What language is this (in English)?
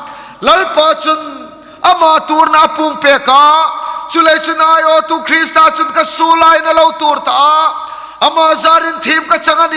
Hmar